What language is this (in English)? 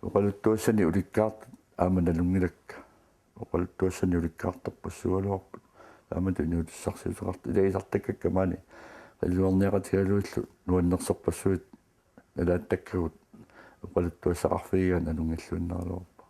Kalaallisut